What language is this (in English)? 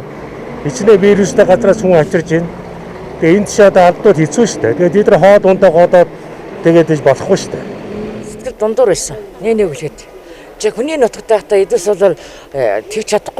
Mongolian